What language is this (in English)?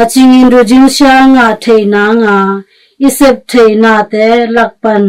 Tedim Chin